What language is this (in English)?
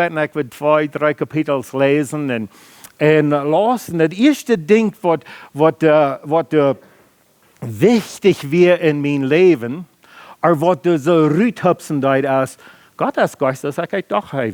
Plautdietsch